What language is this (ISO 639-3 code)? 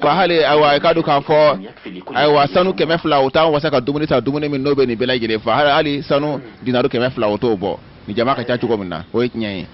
bam